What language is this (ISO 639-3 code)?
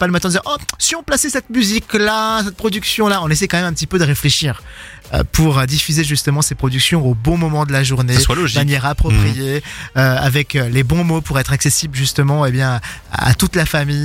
fra